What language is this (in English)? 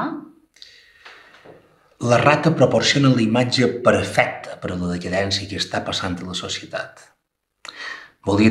Catalan